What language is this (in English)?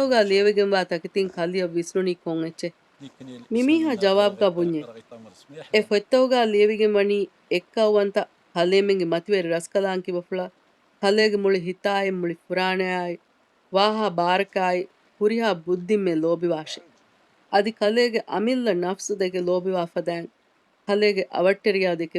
Divehi